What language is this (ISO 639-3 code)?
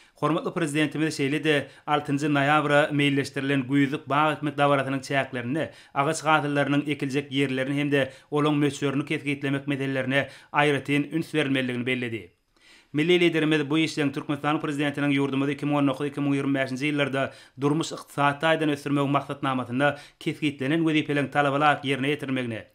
tuk